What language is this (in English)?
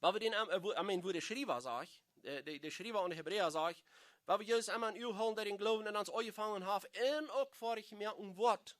Plautdietsch